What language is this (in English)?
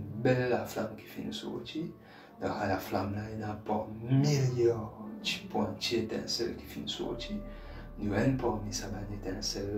Morisyen